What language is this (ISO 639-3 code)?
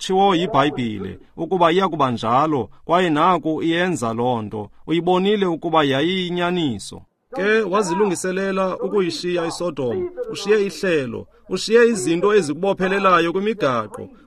xho